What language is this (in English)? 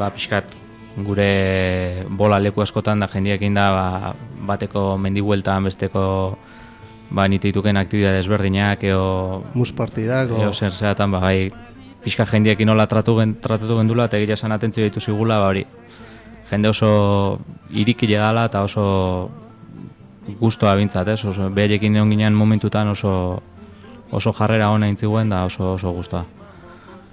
Basque